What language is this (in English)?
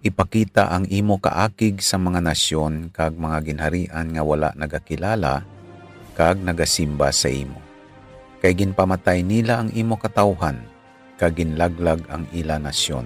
Hiligaynon